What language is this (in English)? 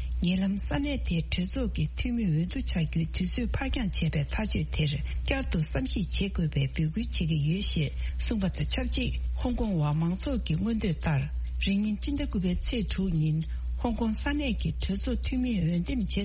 Tibetan